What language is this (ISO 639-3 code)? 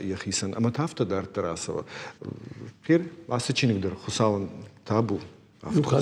oss